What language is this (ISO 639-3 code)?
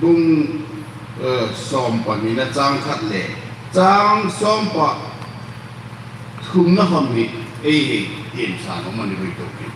hmr